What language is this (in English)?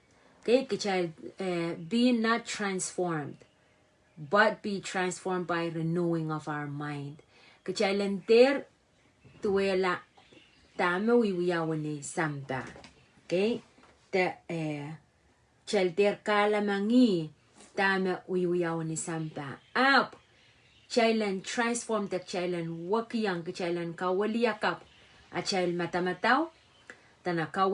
Pohnpeian